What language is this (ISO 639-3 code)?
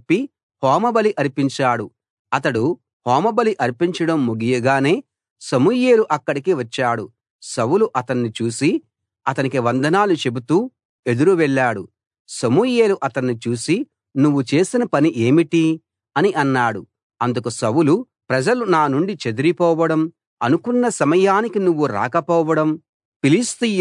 tel